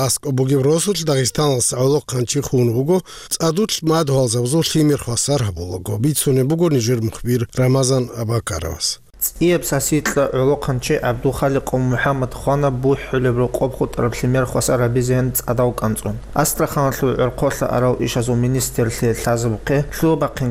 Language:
Avaric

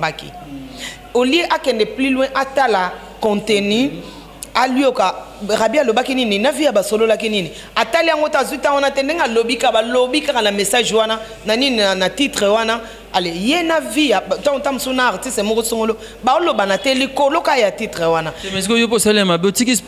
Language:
Lingala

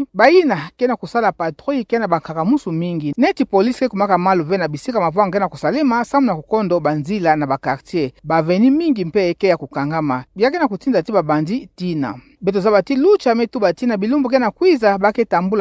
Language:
Kituba (Democratic Republic of Congo)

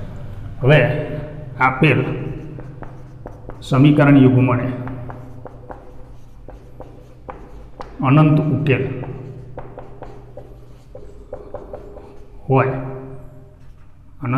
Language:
Gujarati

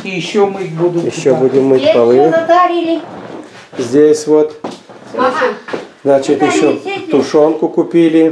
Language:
Russian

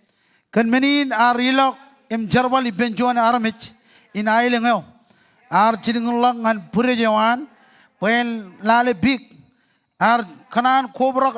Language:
Marshallese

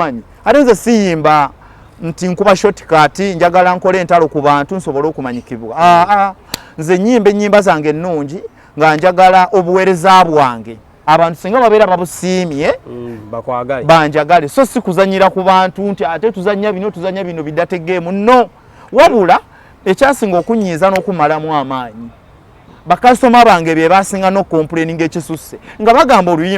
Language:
Ganda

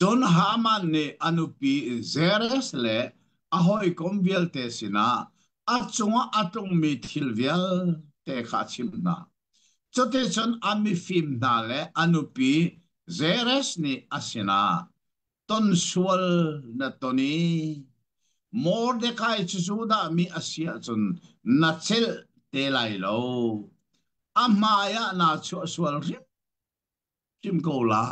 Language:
Hakha Chin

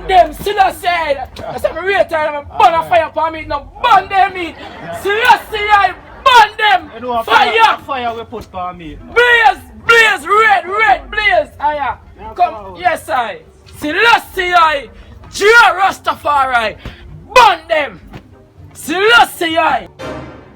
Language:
Jamaican Creole English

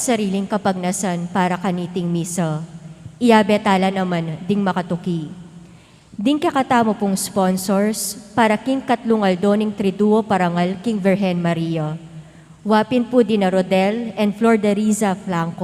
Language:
Pampanga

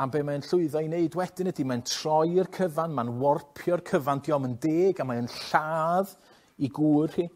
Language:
Welsh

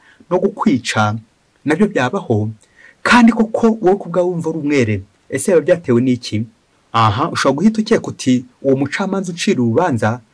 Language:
Kinyarwanda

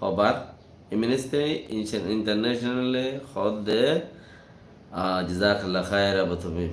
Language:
Rohingya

